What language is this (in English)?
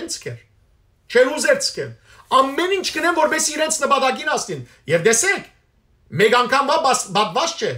Western Armenian